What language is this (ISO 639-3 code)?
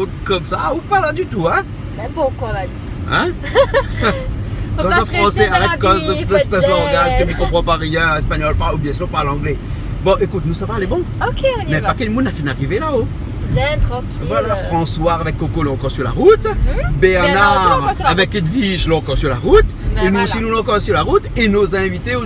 rcf